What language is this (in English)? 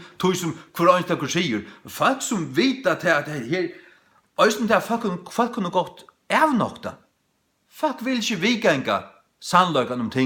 Faroese